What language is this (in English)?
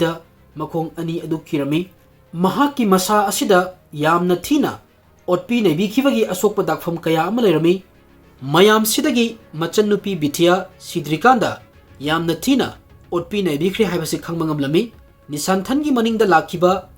Manipuri